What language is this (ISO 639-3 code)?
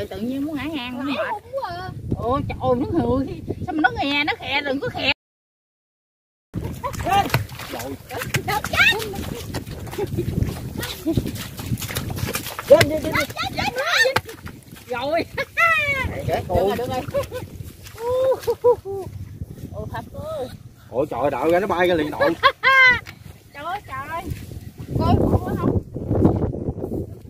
vie